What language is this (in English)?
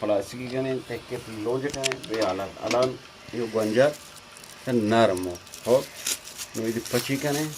Eastern Balochi